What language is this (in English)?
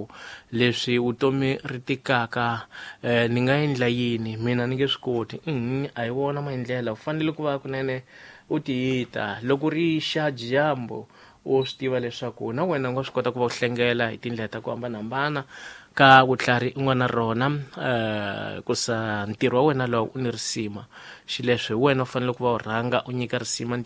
Tsonga